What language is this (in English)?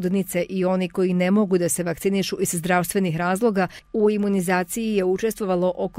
Serbian